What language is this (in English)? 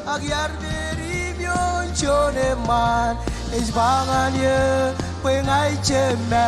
Marshallese